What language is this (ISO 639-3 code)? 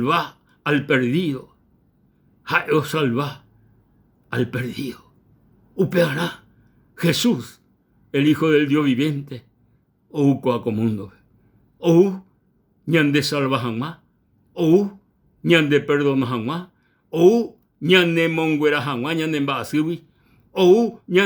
grn